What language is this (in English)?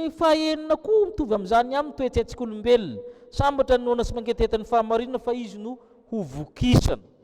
Malagasy